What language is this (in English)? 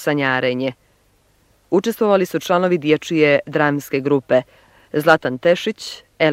Bosnian